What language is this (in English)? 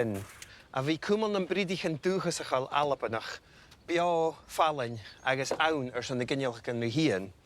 Scottish Gaelic